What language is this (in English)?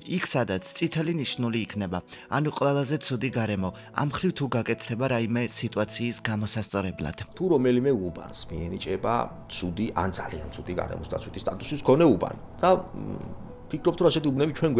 Georgian